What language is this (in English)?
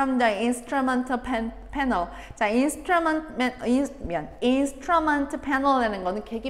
Korean